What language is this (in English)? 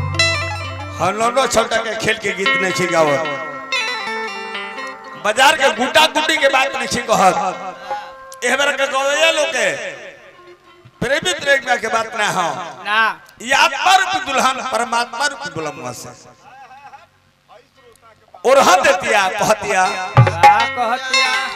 Bhojpuri